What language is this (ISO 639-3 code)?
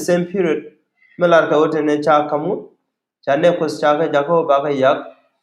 nus